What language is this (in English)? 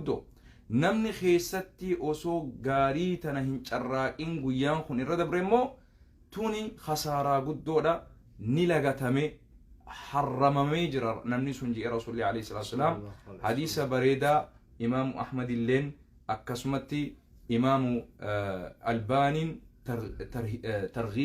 Oromo